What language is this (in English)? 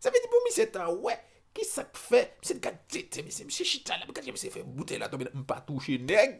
Haitian Creole